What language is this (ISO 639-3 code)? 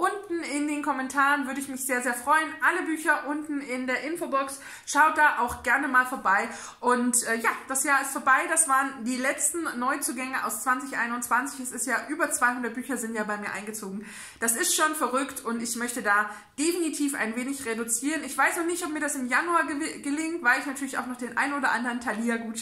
deu